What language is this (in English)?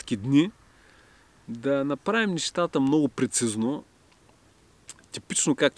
Bulgarian